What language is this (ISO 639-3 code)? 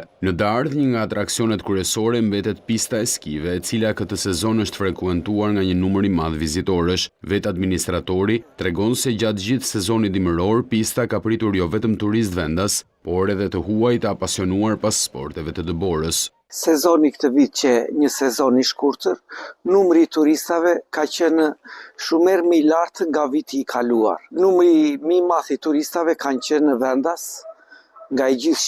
sqi